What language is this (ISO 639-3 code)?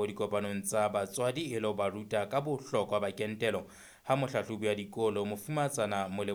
sot